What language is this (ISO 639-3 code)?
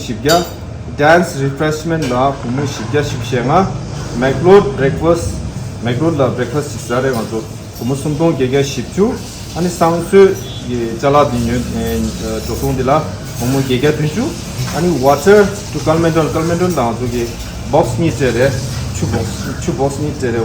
bod